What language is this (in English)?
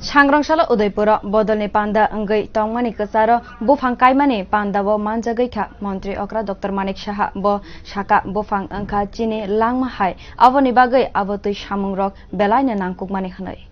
Kok Borok